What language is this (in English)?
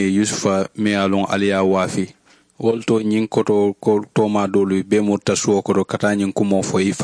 Mandingo